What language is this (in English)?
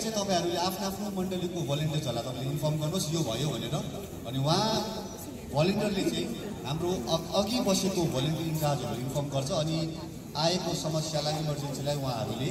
Nepali